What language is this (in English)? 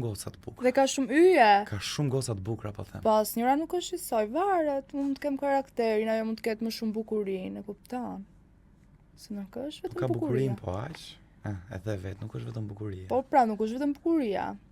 Albanian